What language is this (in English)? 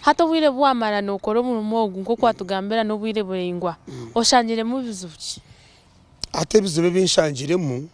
Nyankole